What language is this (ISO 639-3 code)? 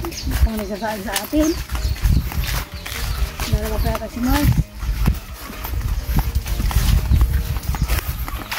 fil